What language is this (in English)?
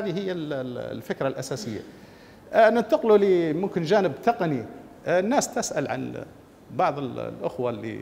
Libyan Arabic